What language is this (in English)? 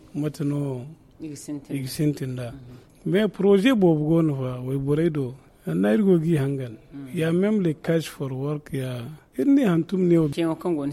Zarma